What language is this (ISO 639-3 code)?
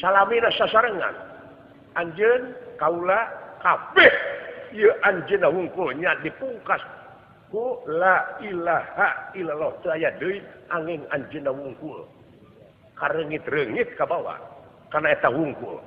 sun